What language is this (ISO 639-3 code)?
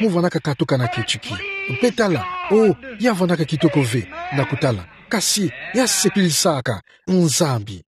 ktu